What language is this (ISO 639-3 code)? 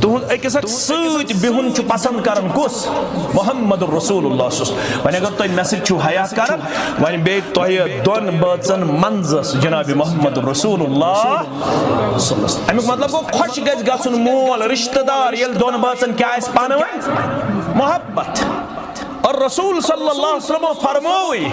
kas